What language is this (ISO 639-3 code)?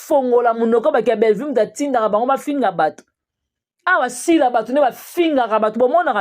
lin